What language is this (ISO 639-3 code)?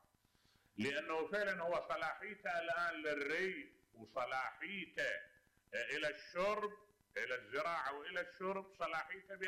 acm